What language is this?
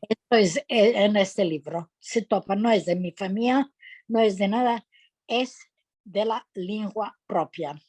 Ladino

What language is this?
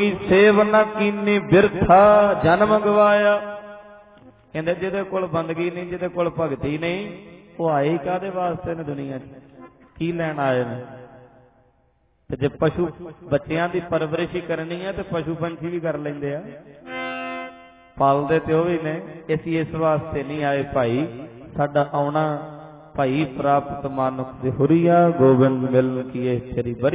Punjabi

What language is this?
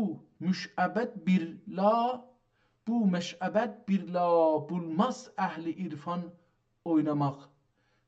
South Azerbaijani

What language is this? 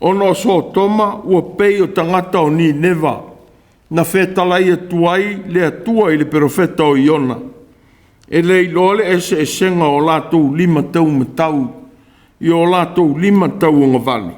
Samoan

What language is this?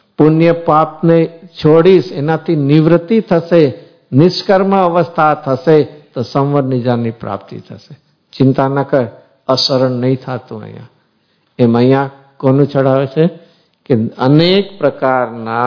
Gujarati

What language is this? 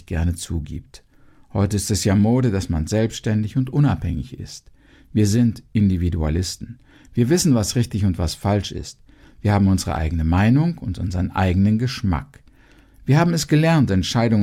German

